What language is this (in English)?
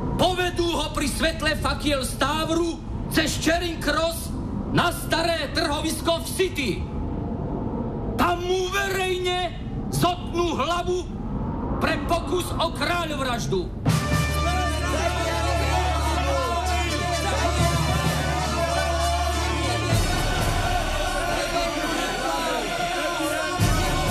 Slovak